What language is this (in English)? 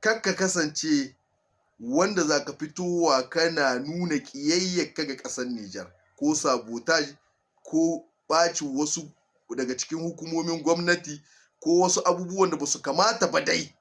Hausa